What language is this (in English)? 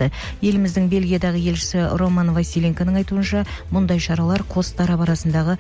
Kazakh